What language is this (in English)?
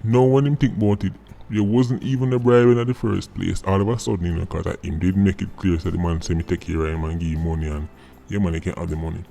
Jamaican Creole English